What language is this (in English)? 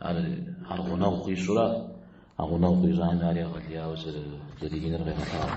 Kabardian